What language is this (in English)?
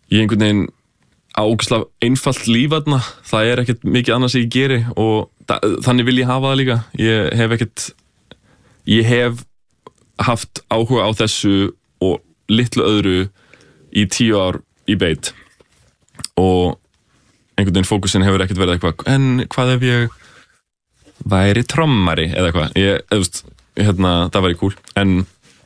Icelandic